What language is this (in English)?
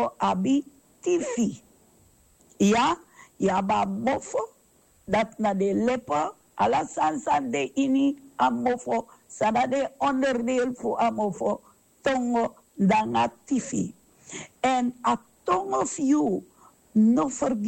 Sranan Tongo